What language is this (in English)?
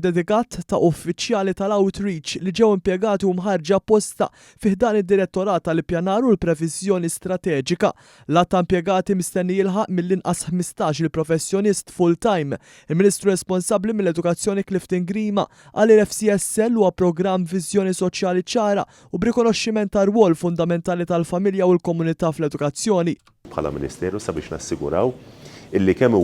Maltese